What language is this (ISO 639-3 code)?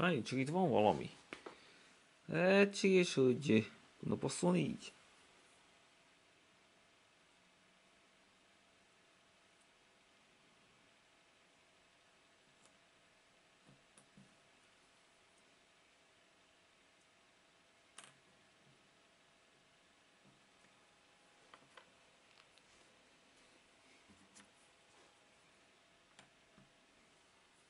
hun